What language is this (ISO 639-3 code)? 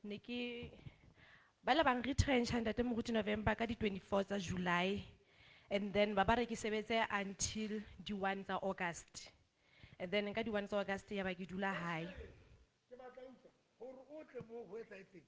sot